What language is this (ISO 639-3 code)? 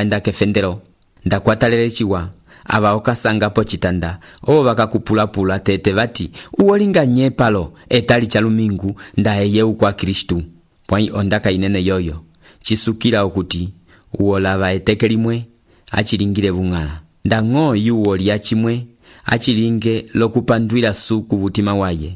umb